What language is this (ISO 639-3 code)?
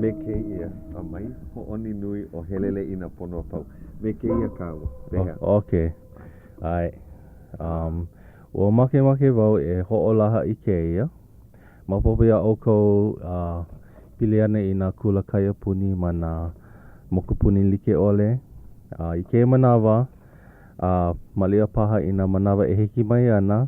haw